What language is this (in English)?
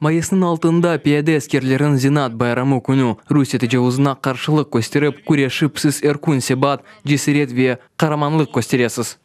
Crimean Tatar